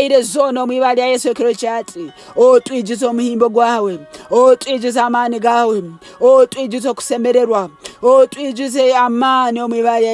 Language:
Nyankole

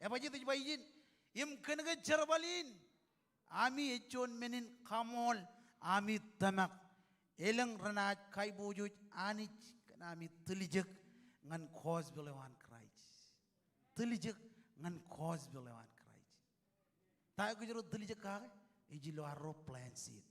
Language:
Marshallese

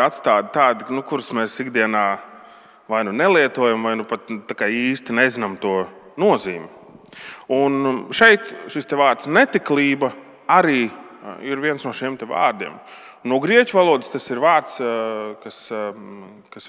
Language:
Latvian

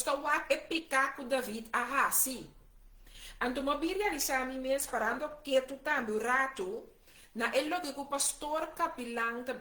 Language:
Papiamento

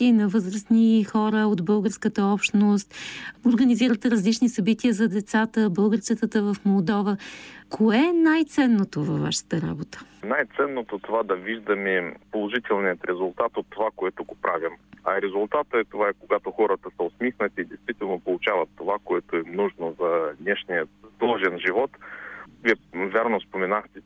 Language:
Bulgarian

